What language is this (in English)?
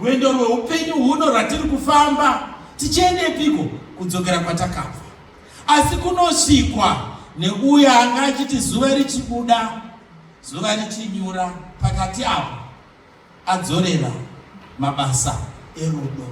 Shona